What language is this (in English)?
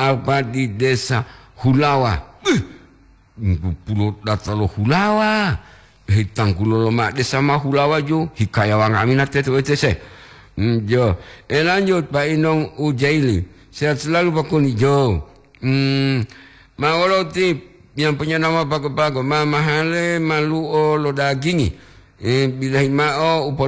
Gorontalo